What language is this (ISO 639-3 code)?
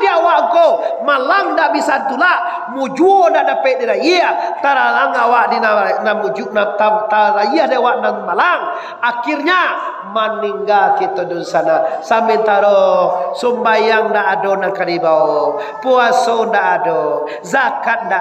min